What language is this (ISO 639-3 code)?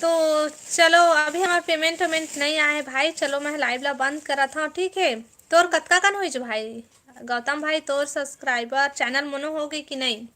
hne